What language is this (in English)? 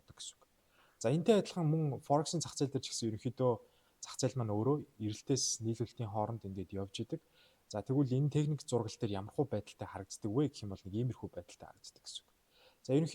Mongolian